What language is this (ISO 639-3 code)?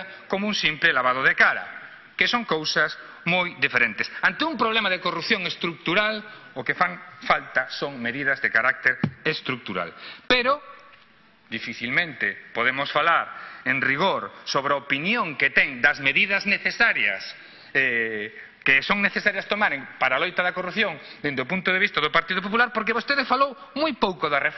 glg